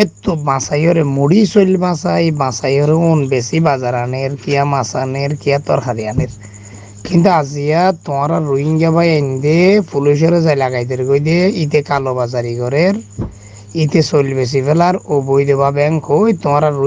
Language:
Rohingya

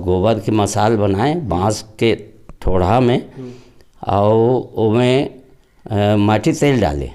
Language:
Chhattisgarhi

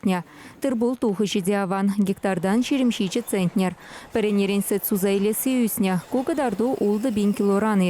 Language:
Chuvash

